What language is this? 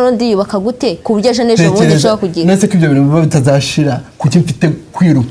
Kinyarwanda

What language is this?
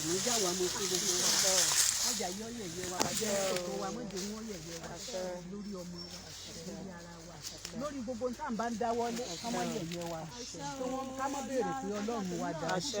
Yoruba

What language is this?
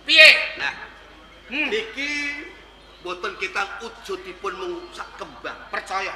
Javanese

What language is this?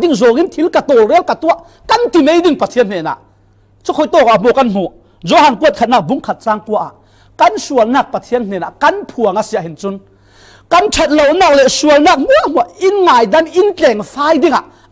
Falam Chin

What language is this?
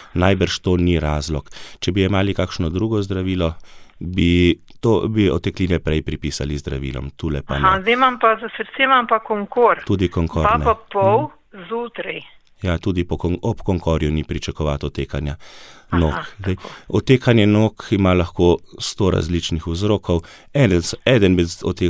Slovenian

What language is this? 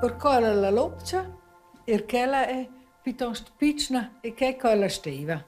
Romansh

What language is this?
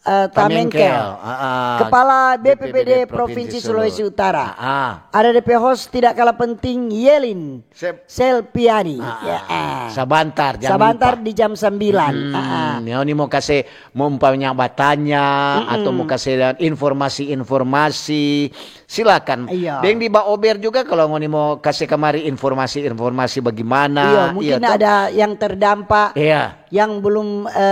Manado Malay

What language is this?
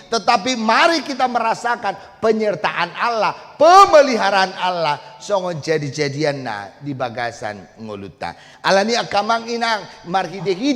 Batak Toba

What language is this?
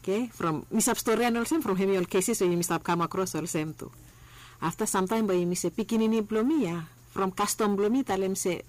Bislama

